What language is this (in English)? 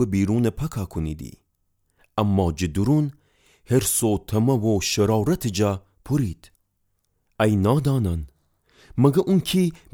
Gilaki